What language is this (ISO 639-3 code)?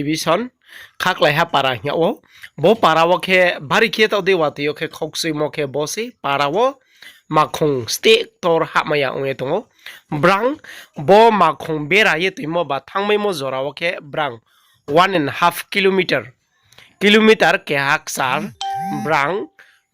ria